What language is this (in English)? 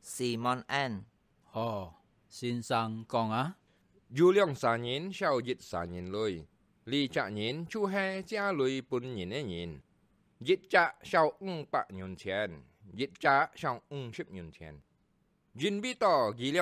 Hakka Chinese